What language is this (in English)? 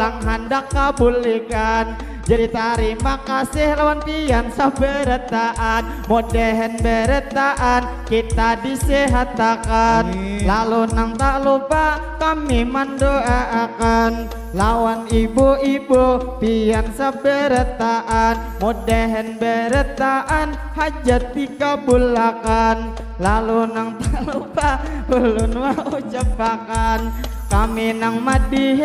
Banjar